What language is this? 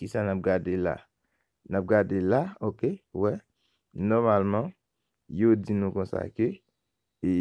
Haitian Creole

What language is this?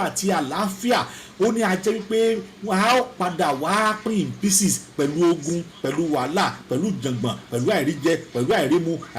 Yoruba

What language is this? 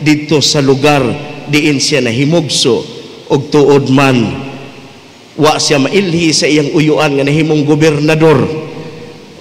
Cebuano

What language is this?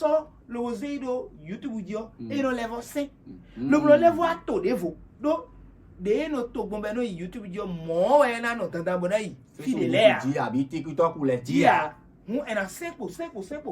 Fon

